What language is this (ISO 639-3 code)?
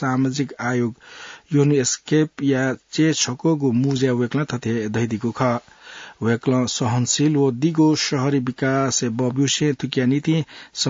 new